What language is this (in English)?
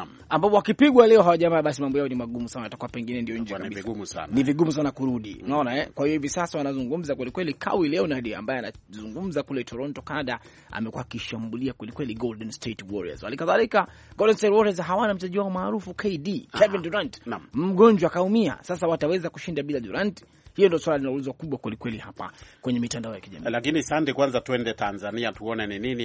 Swahili